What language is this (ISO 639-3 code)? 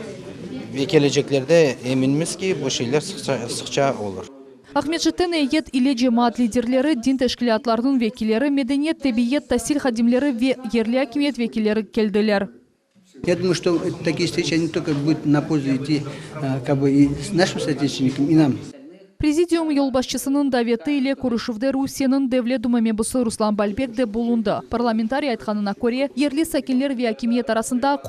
crh